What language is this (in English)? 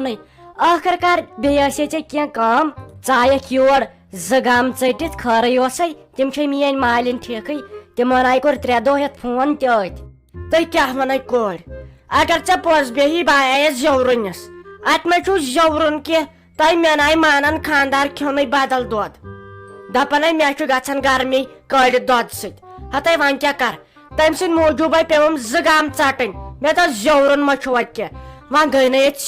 Kashmiri